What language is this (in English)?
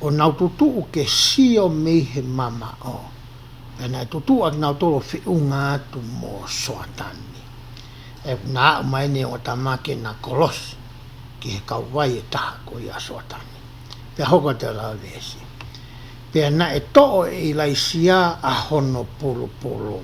Tongan